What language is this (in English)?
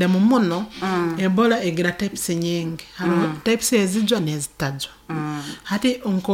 Nyoro